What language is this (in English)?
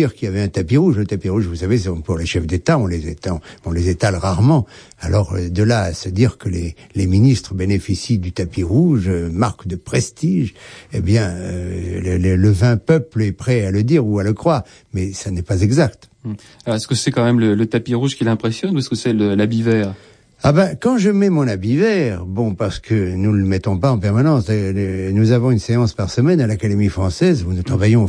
French